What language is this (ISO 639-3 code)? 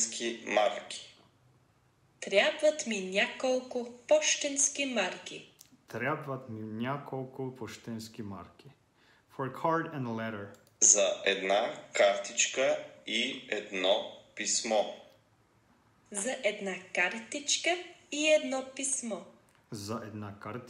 bul